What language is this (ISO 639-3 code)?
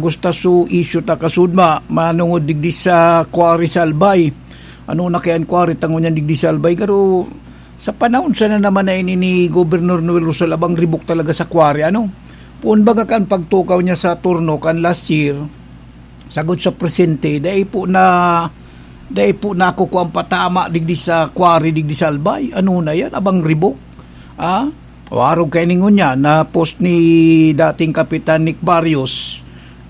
bik